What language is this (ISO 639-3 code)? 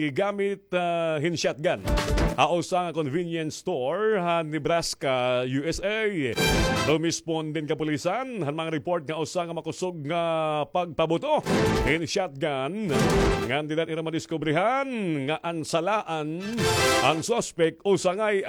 war